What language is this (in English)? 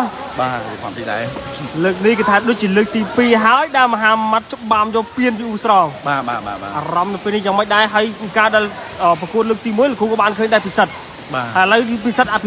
Khmer